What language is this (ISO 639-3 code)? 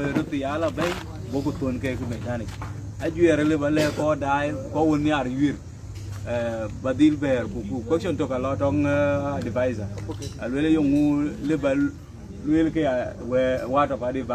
din